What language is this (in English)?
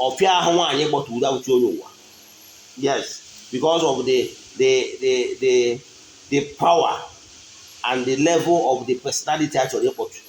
Igbo